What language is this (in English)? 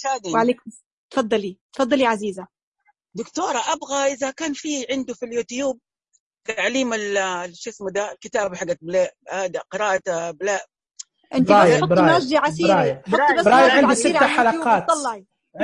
Najdi Arabic